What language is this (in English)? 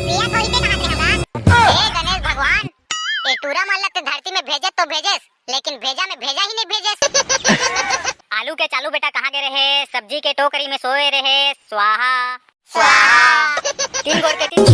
Chhattisgarhi